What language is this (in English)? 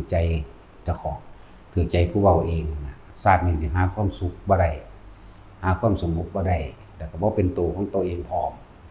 Lao